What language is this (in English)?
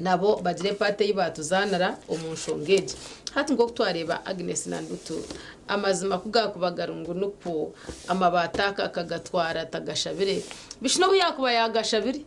Nyankole